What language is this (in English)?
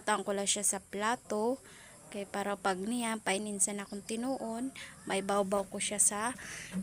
Waray